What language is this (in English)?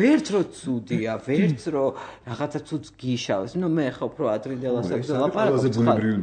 Georgian